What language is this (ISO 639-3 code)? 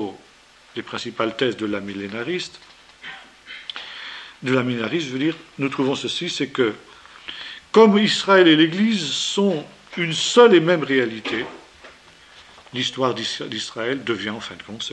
fra